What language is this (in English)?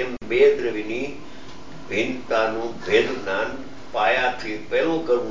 Gujarati